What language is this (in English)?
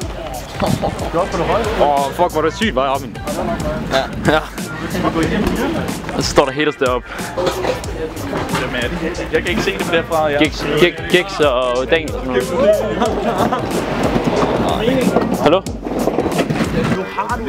Danish